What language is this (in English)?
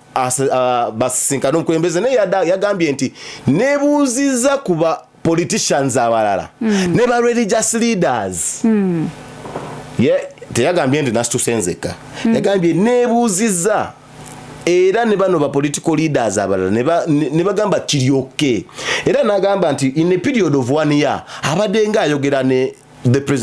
Ganda